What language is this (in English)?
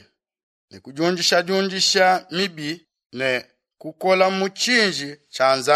Luba-Lulua